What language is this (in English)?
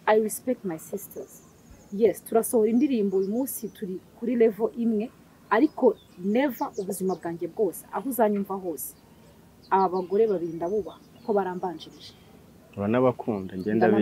Kinyarwanda